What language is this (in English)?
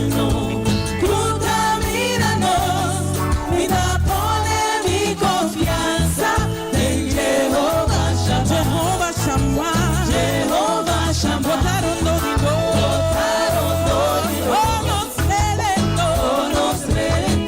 Papiamento